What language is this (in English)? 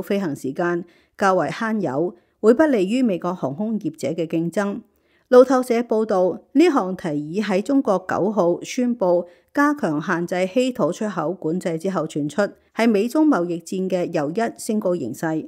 Cantonese